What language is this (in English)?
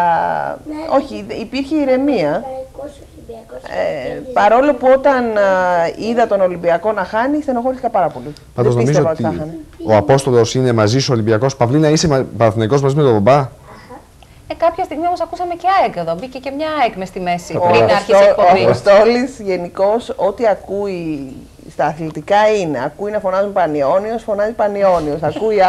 Greek